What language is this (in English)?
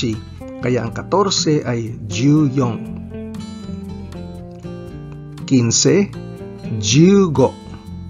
Filipino